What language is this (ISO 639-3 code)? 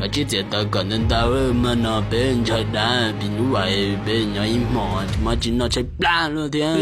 hmn